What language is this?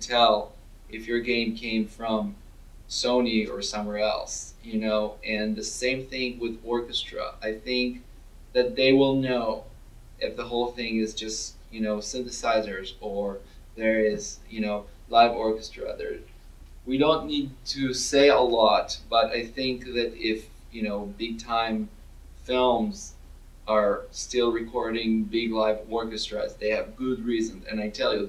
English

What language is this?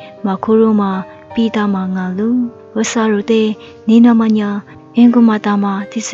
Lisu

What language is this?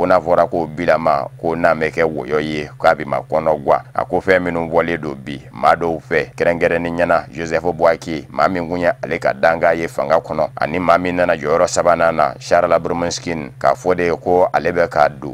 Bambara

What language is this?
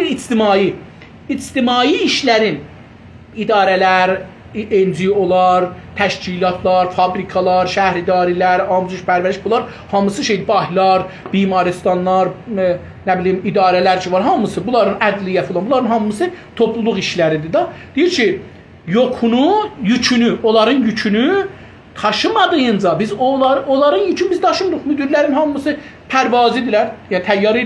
South Azerbaijani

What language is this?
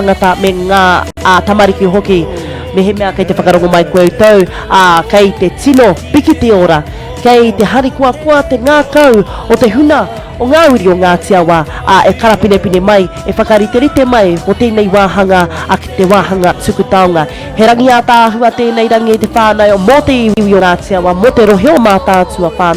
Māori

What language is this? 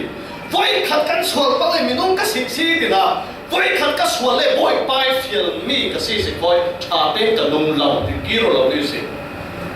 Falam Chin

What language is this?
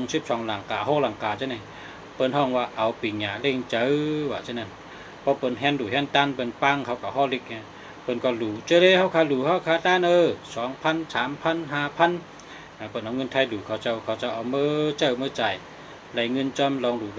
Shan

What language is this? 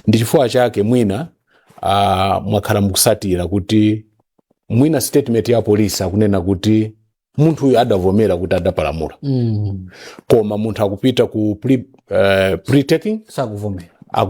Nyanja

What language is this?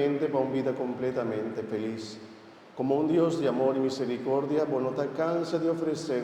Papiamento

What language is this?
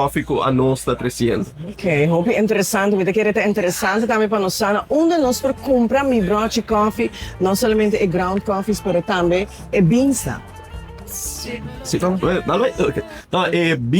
Papiamento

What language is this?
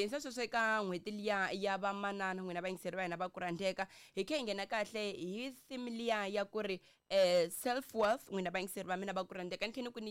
Tsonga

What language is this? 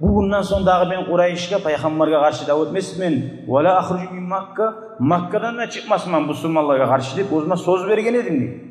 Kumyk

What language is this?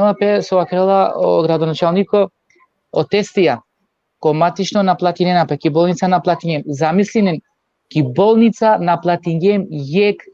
Balkan Romani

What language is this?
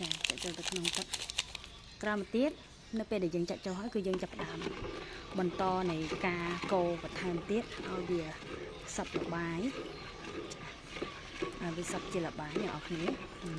Khmer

